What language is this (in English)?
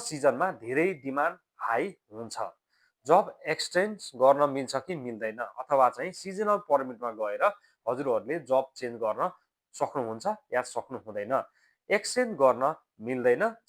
Nepali